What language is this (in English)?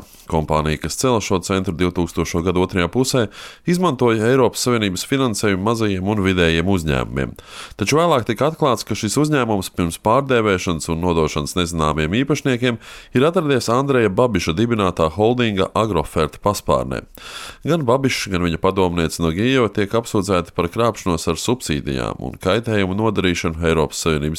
Latvian